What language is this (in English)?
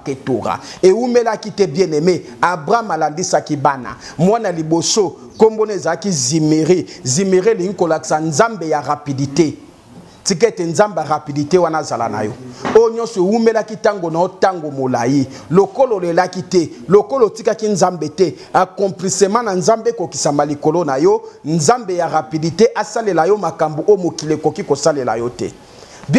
Lingala